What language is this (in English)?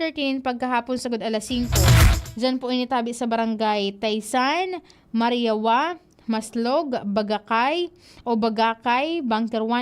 Bikol